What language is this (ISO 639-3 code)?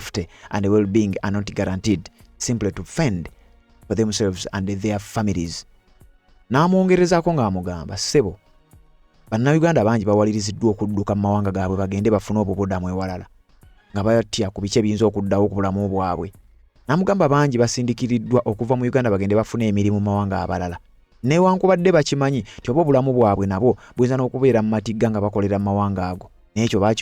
lug